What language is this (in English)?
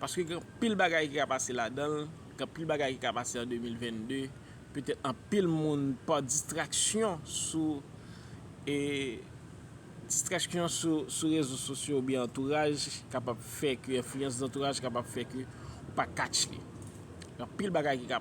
Haitian Creole